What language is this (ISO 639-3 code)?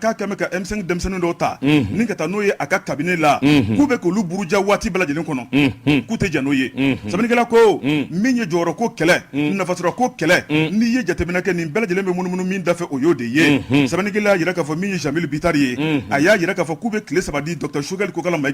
bam